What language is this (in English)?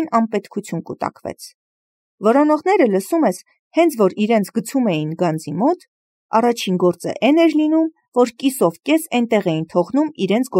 Armenian